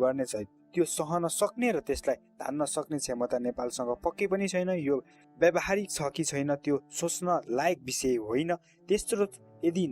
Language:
Nepali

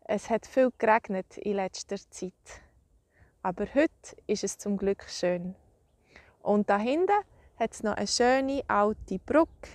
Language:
Swiss German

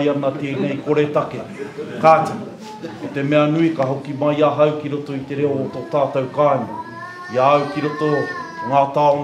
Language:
Māori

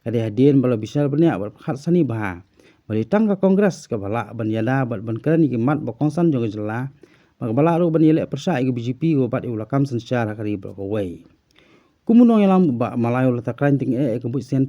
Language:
Khasi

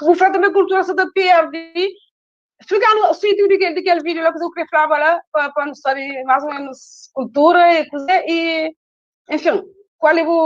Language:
Kabuverdianu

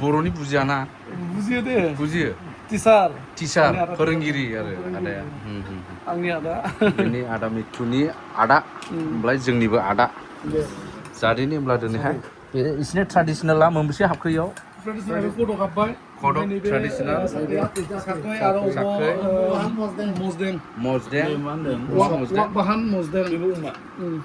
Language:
Bodo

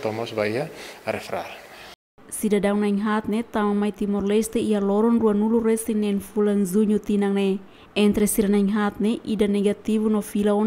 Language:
Tetum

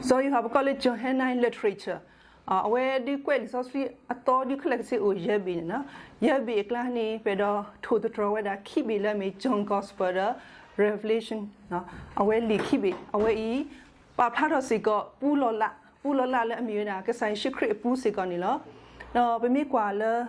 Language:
S'gaw Karen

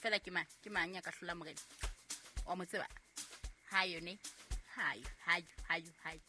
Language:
Southern Sotho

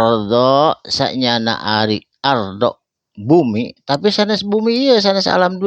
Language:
Sundanese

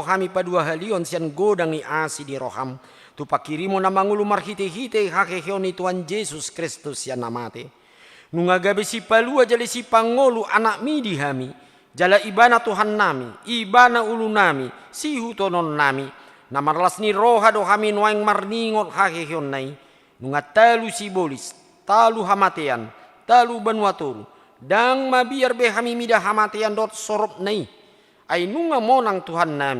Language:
Batak Toba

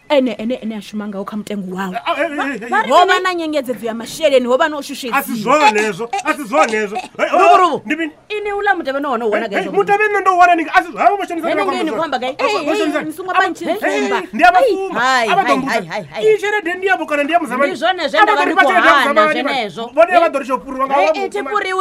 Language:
Venda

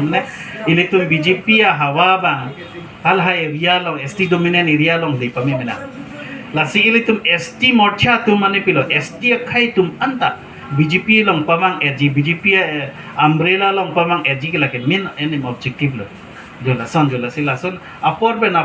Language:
Karbi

